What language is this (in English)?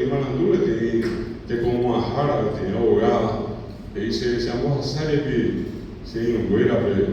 Guarani